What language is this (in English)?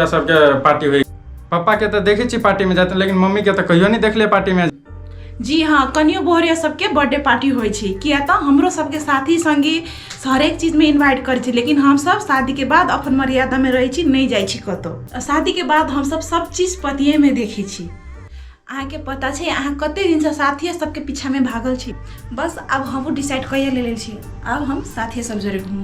Maithili